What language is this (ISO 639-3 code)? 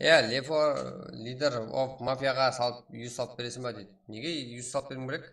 kaa